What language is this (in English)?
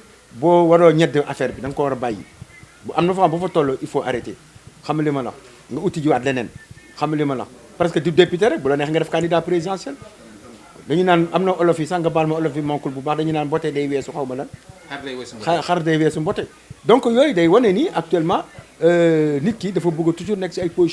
Wolof